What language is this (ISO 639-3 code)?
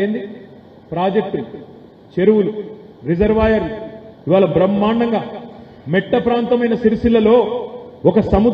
tel